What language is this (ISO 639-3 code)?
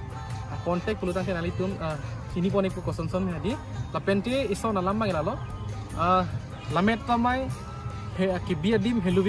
mjw